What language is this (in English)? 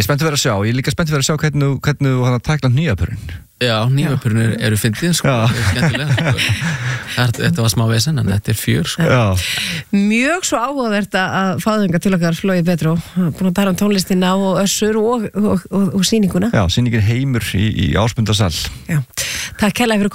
Icelandic